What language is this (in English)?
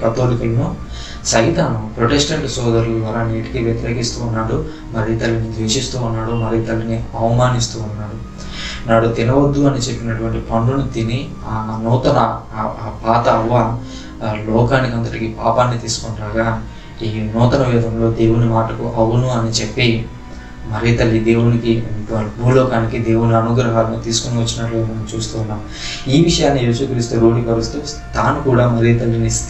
Telugu